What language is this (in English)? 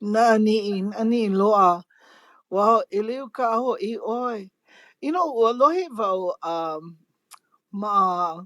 Hawaiian